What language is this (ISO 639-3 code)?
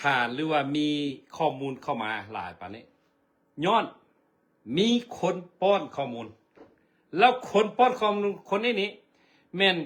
lao